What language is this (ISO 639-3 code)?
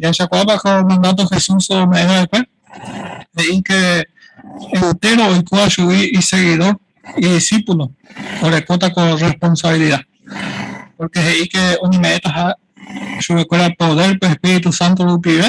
grn